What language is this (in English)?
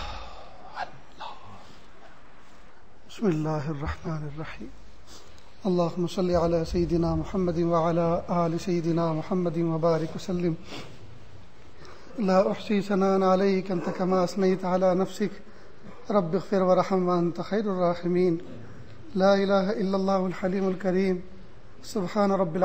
Urdu